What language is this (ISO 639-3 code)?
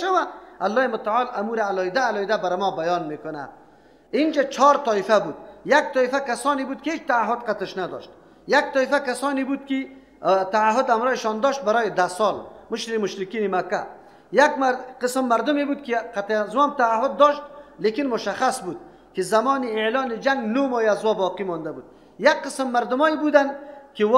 fas